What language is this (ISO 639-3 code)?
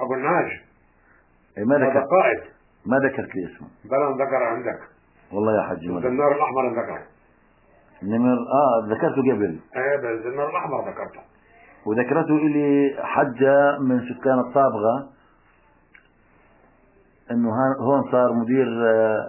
ajp